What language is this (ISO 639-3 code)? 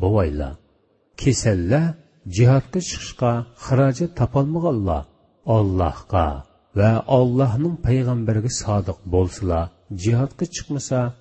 uig